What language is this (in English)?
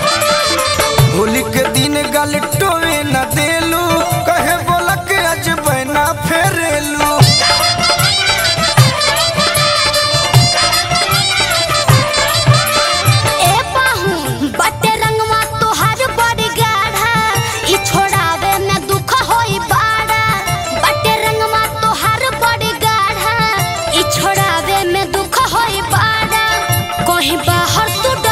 Bhojpuri